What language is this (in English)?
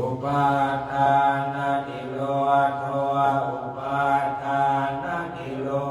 Pali